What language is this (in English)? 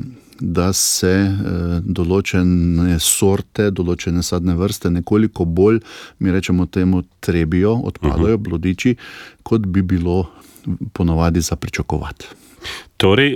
Slovenian